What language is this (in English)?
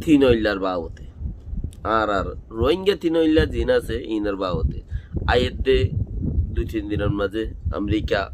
Rohingya